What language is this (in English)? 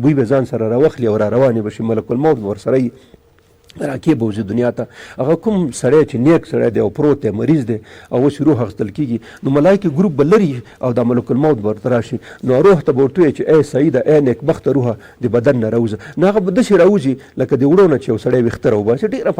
Pashto